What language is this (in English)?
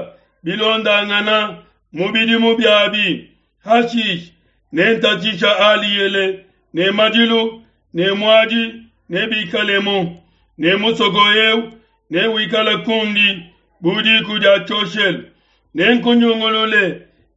Luba-Lulua